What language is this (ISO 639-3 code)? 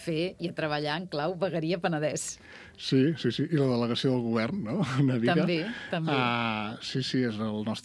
cat